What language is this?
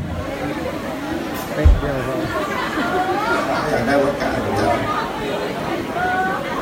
Thai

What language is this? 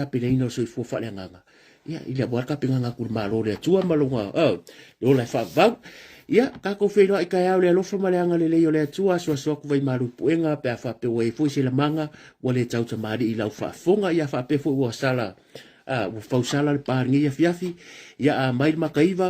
Samoan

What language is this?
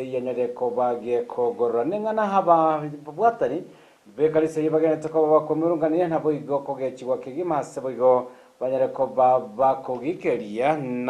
Gusii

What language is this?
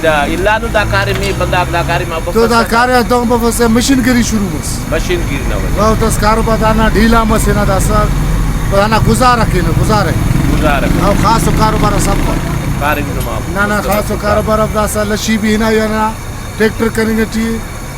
Brahui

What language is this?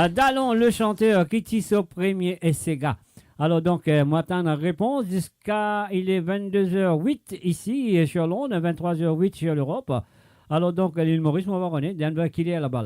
Morisyen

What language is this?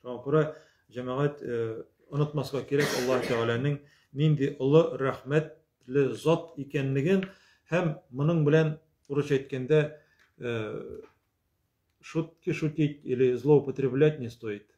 Tatar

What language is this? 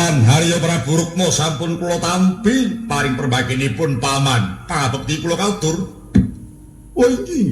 Javanese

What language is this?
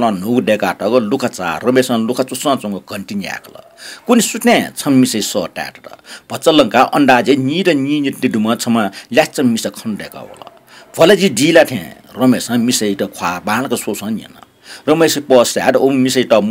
Newari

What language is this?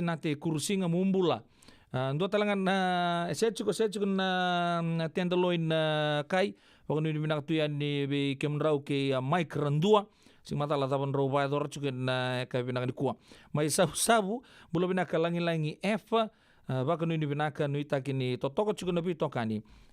Fijian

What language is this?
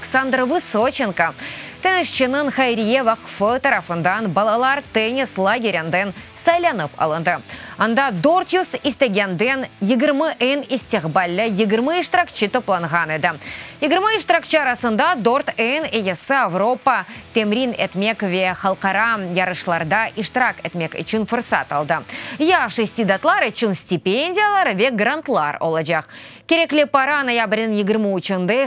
Crimean Tatar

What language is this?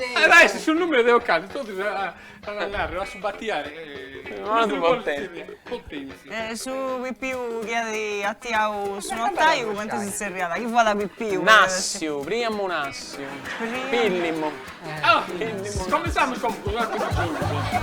Sardinian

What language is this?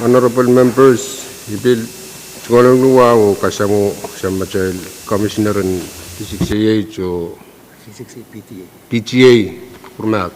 Pohnpeian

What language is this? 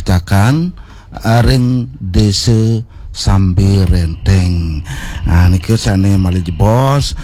Balinese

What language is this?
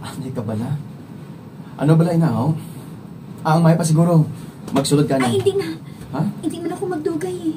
Hiligaynon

